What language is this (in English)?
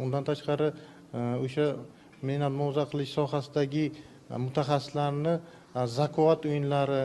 Uzbek